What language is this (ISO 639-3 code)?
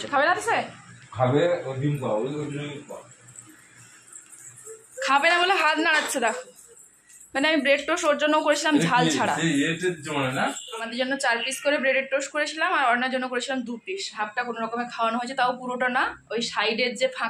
ben